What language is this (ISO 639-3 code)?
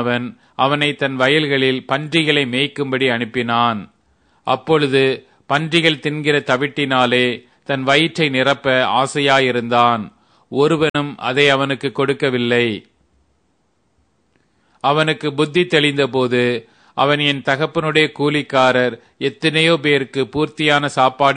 tam